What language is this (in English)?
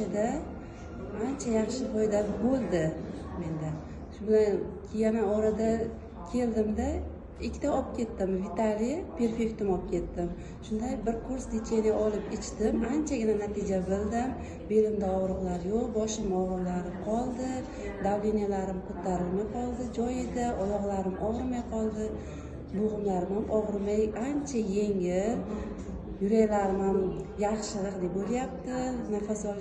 Uzbek